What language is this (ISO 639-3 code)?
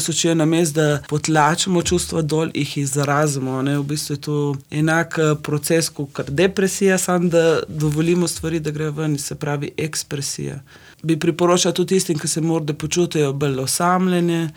slv